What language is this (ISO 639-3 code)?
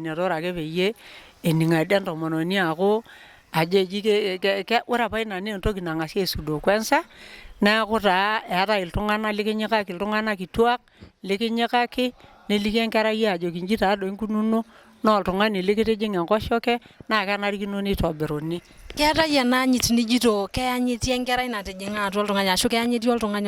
mas